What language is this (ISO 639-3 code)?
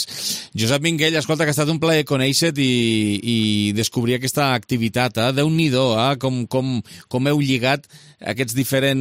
cat